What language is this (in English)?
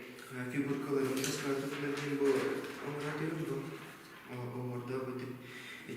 Yakut